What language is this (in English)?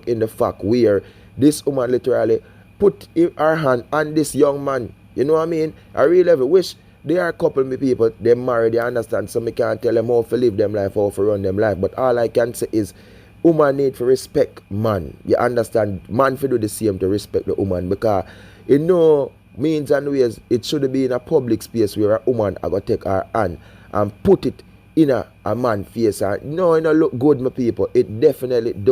Jamaican Creole English